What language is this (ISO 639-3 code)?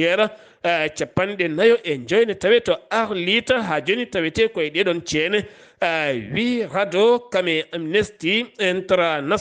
ful